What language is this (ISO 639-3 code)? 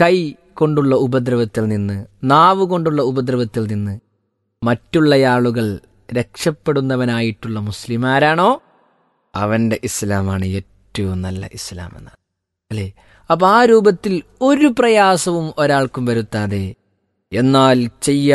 mal